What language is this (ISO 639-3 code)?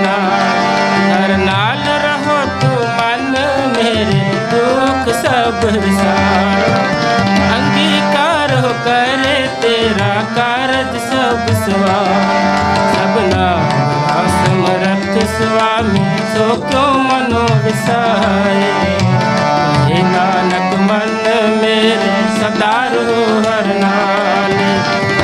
pan